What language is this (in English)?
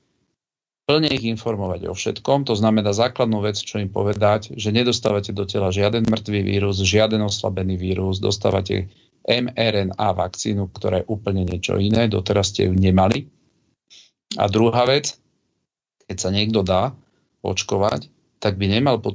Slovak